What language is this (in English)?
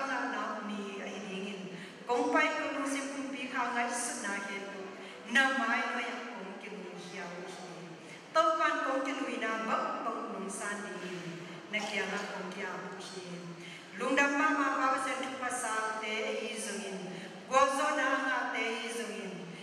Tedim Chin